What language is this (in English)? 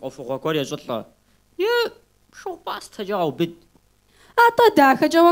Kabardian